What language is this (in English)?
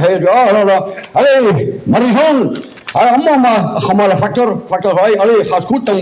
Breton